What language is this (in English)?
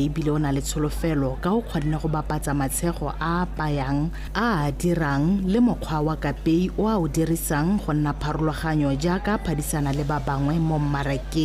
Tswana